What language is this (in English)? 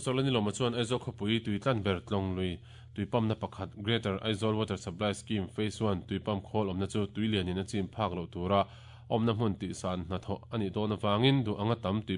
Mizo